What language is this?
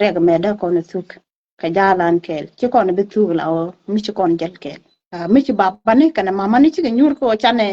Nuer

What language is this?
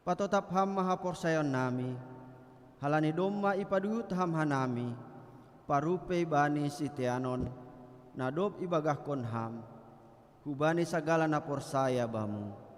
Batak Simalungun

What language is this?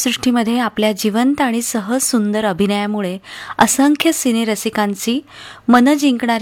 Marathi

